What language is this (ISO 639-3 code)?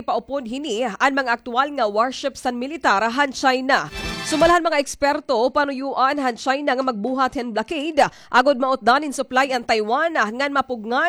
war